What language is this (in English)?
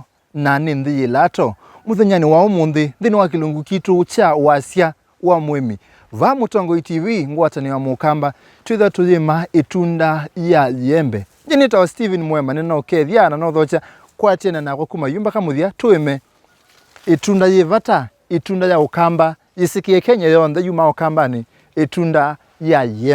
Kamba